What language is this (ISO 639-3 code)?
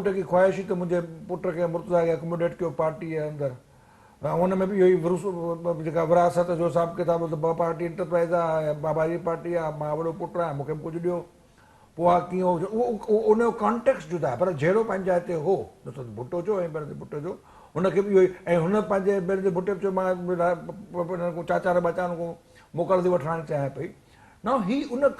snd